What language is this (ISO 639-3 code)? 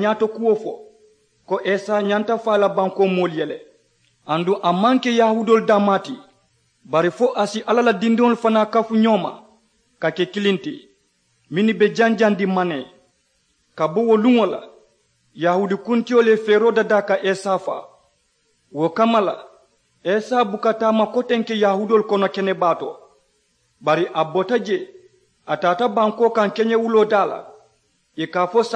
man